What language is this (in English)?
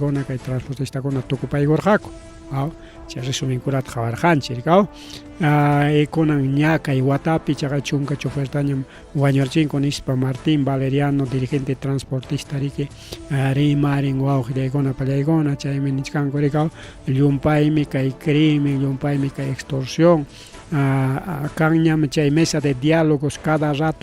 Ayacucho Quechua